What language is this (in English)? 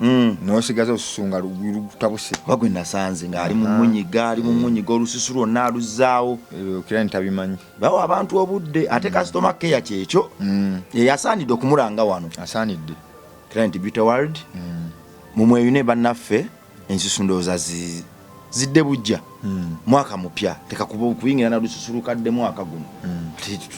Ganda